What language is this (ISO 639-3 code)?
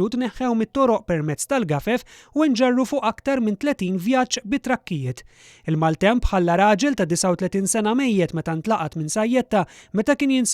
mlt